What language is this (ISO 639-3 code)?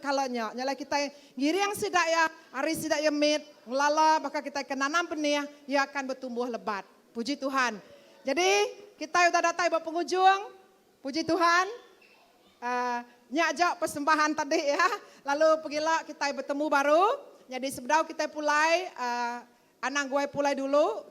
iba